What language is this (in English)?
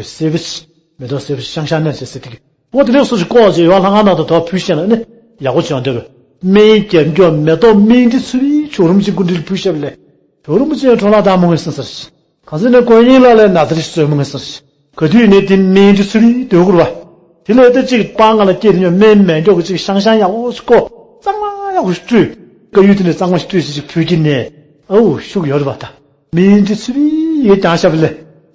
Tibetan